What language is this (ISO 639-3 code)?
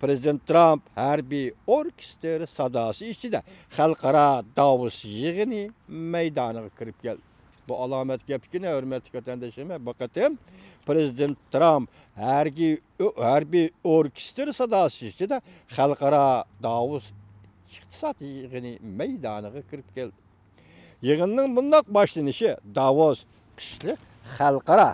uig